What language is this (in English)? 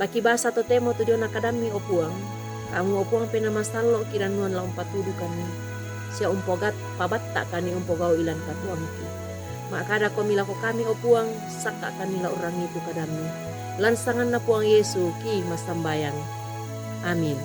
Toraja-Sa'dan